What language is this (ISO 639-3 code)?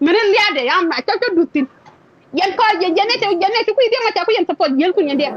nus